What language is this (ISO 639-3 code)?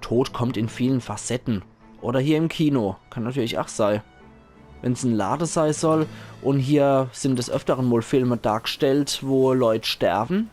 pfl